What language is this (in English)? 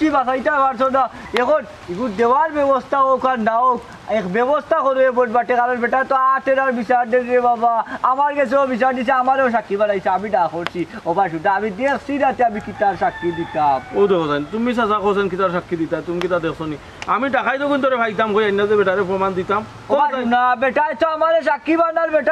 Sylheti